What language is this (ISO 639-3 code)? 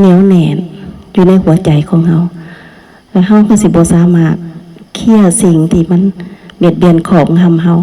lao